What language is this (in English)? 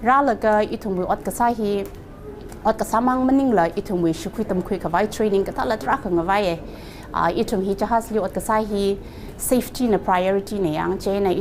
Tangkhul Naga (India)